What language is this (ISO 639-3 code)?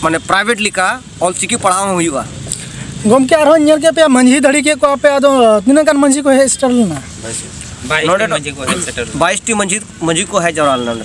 sat